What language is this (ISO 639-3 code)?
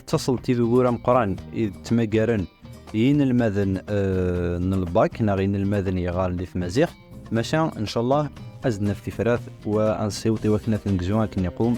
kab